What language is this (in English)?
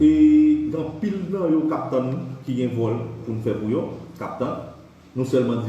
Haitian Creole